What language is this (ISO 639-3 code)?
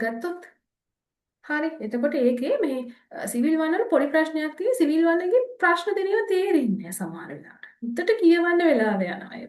sin